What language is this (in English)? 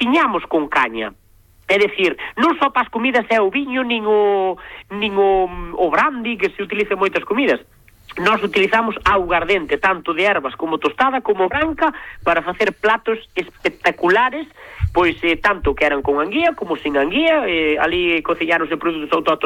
Galician